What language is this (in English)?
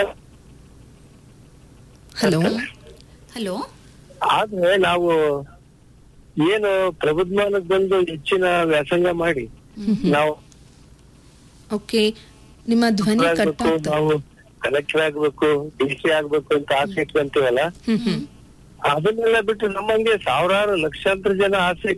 Kannada